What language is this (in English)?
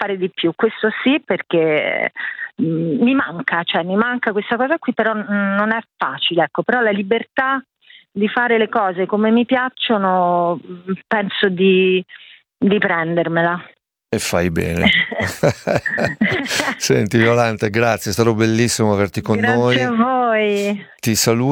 Italian